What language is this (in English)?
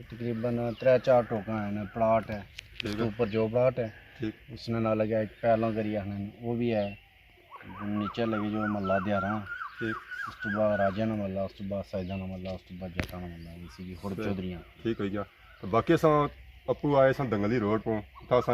Pahari-Potwari